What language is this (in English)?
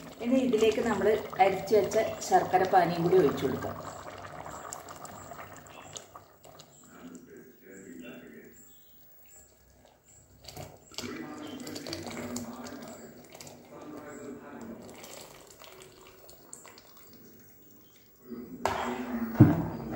Malayalam